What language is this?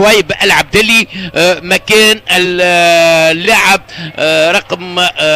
Tunisian Arabic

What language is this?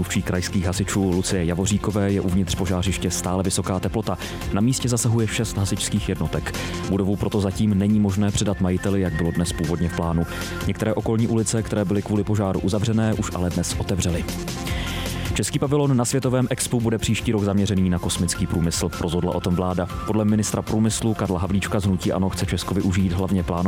Czech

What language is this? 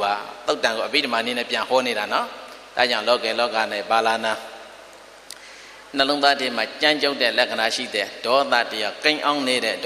Burmese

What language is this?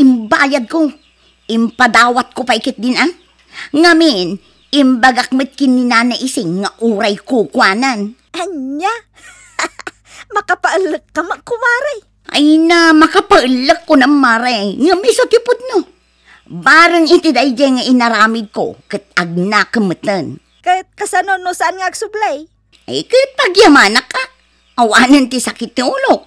Iloko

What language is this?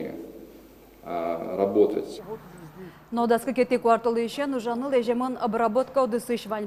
Udmurt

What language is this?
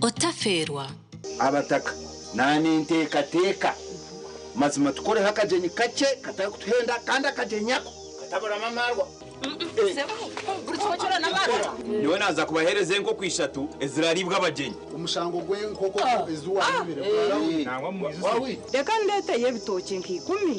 Nyankole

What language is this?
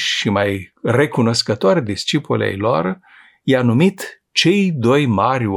Romanian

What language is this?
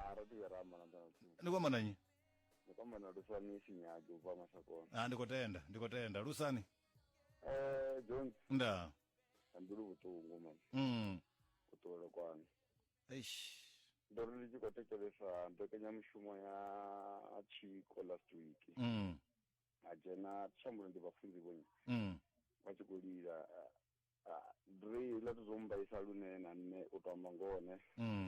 Venda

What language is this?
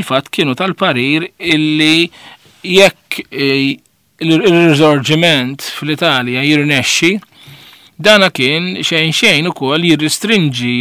Maltese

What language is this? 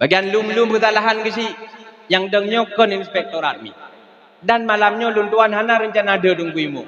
Achinese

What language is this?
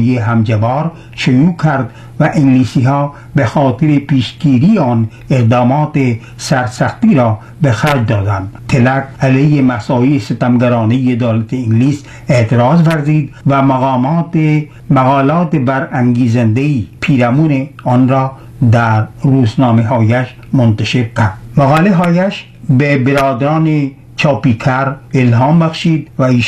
Persian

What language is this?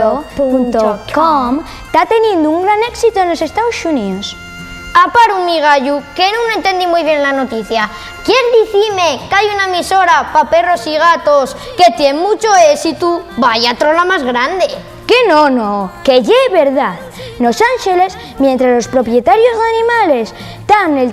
Asturian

